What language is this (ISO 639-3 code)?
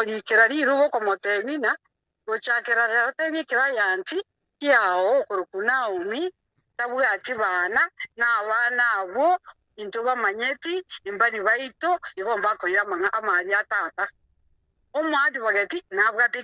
guz